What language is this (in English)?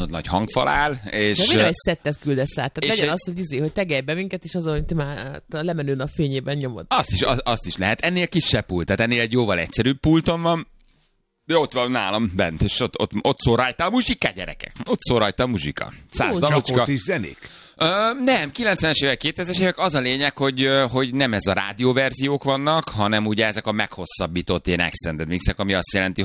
Hungarian